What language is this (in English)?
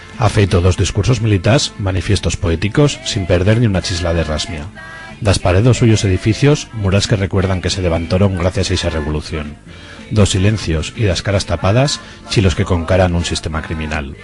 Aragonese